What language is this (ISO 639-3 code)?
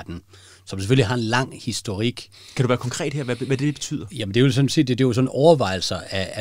dan